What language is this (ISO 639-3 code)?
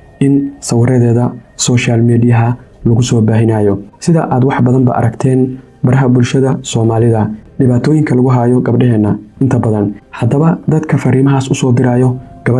som